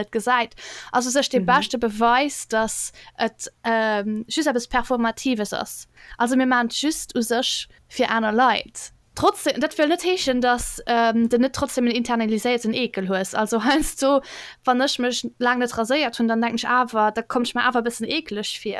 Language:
Luxembourgish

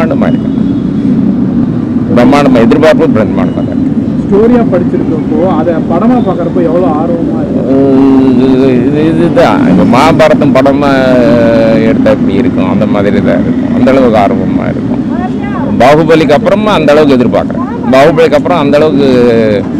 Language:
Tamil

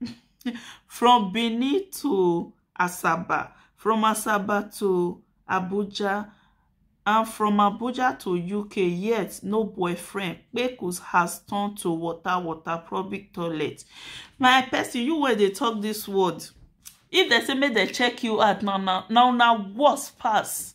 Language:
Nigerian Pidgin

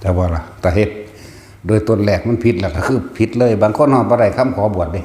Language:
Northeastern Thai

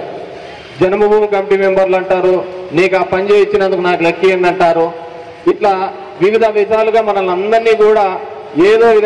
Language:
Telugu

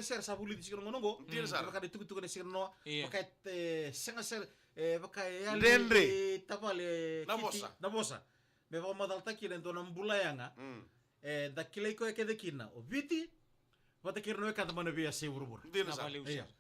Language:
Fijian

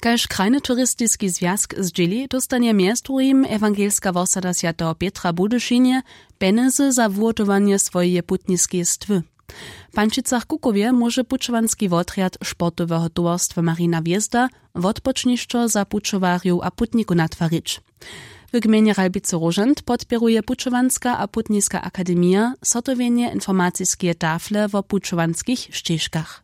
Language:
Upper Sorbian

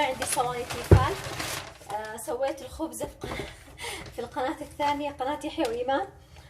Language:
Hijazi Arabic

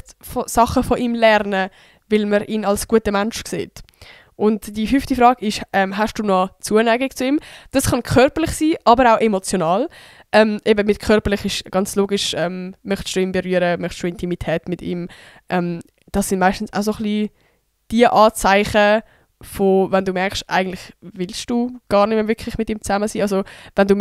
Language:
Swiss German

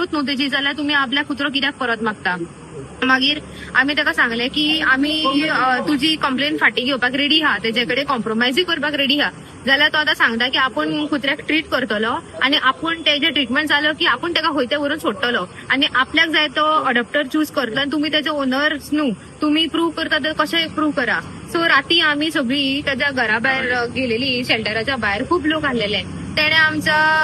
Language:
Konkani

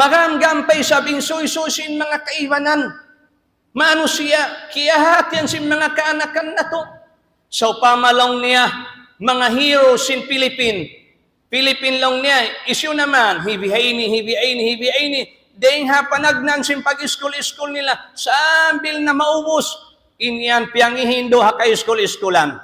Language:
Tausug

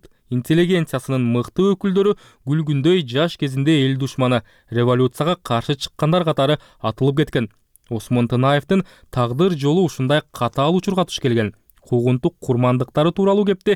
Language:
Kyrgyz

